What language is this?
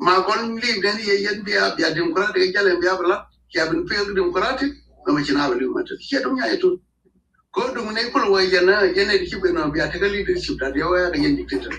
Nuer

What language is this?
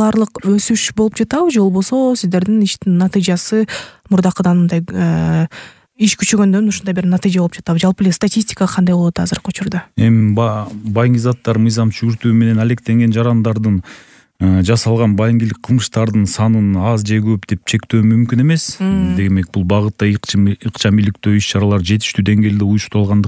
Kyrgyz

